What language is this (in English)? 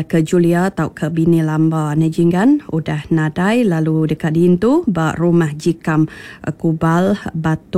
Iban